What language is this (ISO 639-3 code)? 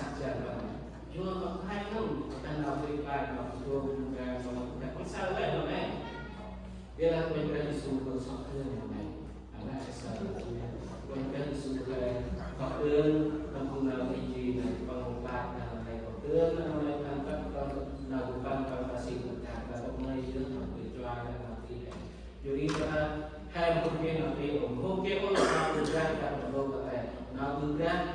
cmo